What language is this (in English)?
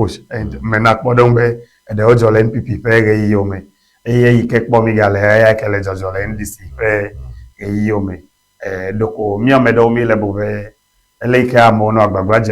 Ewe